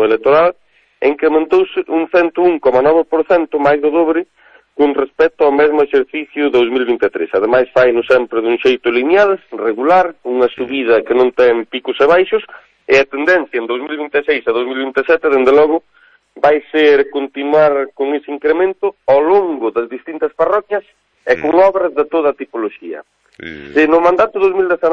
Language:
Galician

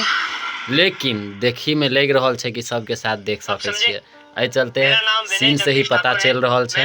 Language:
Maithili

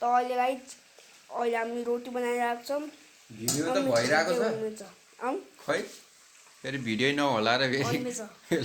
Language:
Nepali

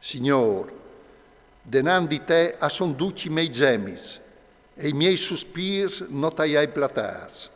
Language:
Friulian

